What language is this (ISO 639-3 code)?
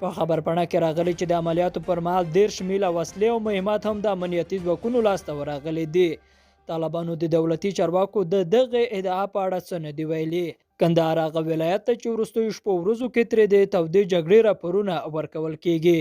pus